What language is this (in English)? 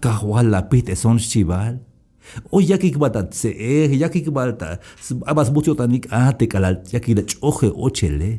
Tzeltal